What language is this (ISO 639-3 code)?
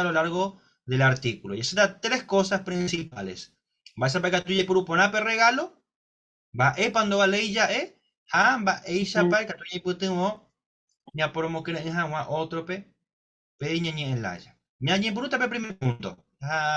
grn